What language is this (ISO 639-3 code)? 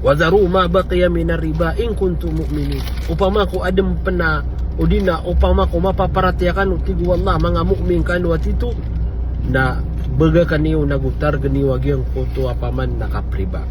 mrw